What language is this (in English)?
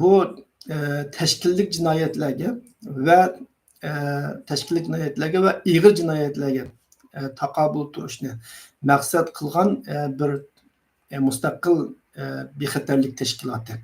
Uyghur